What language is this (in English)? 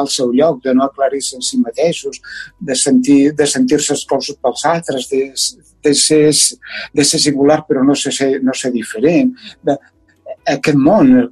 Catalan